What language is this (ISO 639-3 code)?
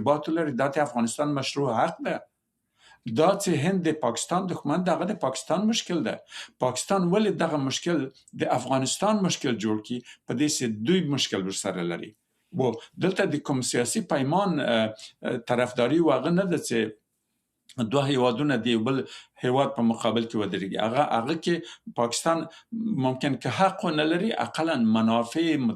pus